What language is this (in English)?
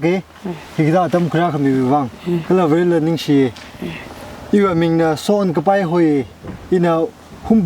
Tangkhul Naga (India)